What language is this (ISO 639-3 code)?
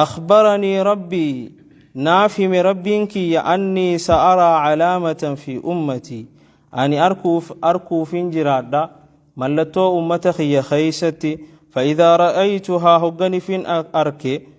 orm